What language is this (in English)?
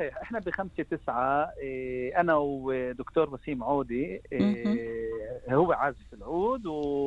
North Levantine Arabic